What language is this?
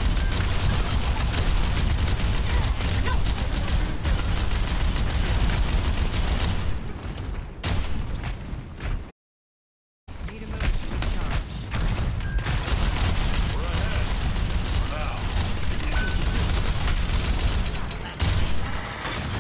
English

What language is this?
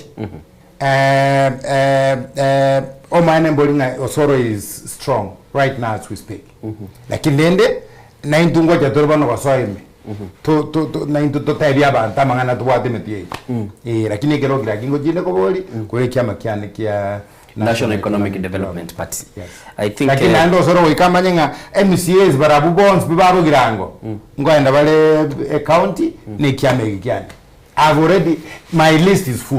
Gusii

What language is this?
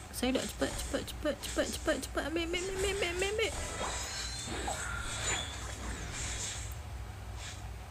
Malay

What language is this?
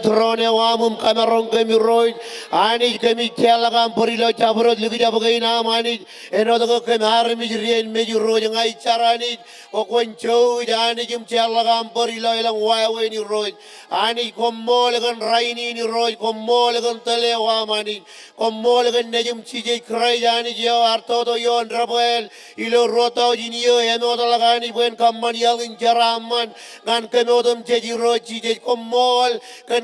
Marshallese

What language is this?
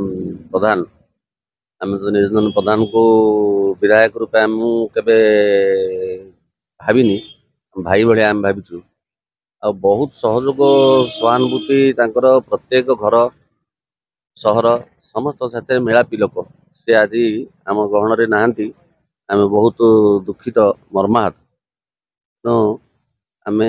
Odia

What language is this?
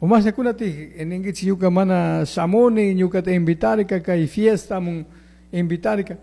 Chimborazo Highland Quichua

